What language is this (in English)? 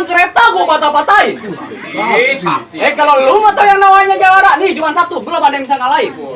Betawi